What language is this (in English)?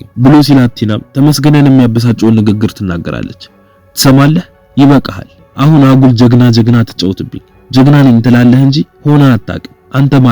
Amharic